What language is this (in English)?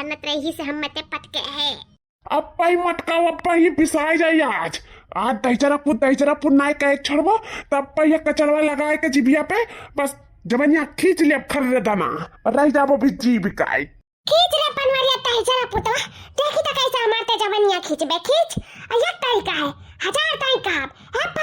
Awadhi